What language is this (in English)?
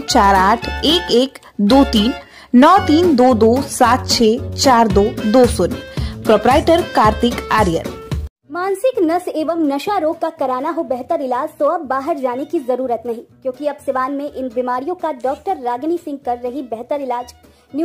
Hindi